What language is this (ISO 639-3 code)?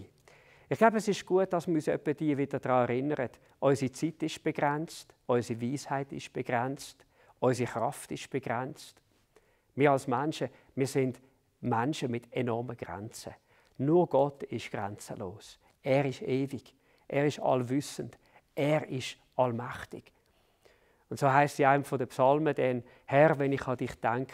gsw